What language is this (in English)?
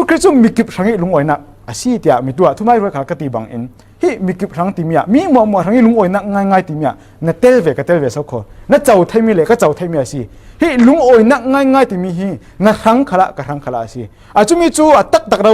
Falam Chin